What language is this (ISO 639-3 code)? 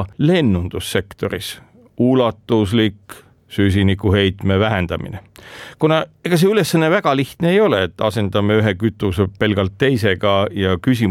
est